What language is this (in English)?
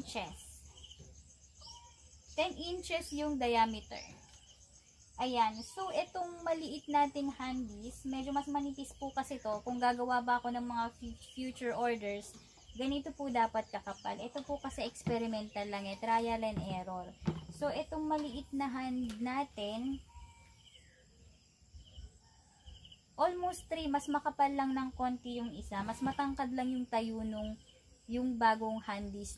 Filipino